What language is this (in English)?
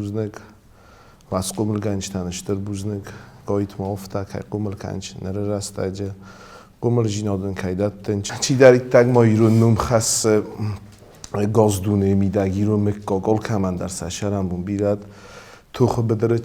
Ossetic